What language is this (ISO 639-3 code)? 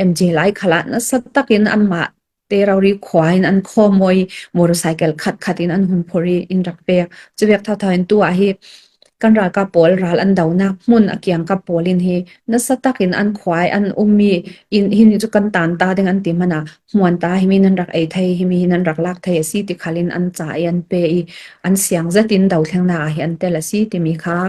cfm